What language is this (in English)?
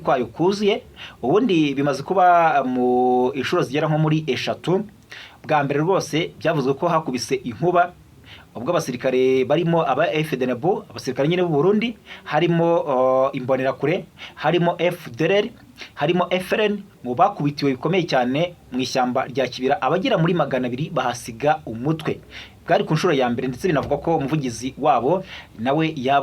Kinyarwanda